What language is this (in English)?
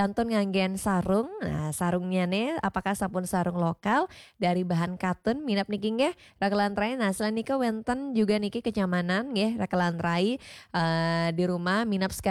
Balinese